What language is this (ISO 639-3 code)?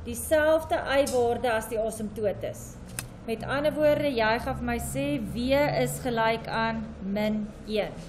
afr